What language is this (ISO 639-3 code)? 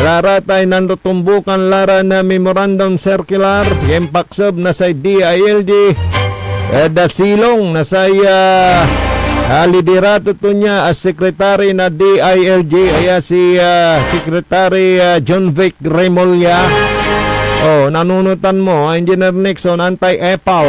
pag